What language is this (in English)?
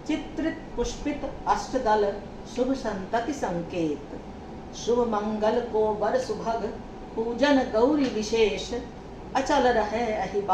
Maithili